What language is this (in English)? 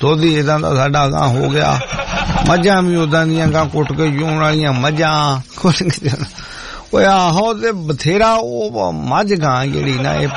Punjabi